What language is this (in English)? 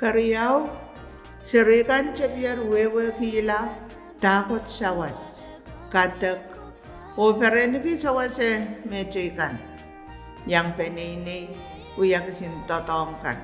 Pohnpeian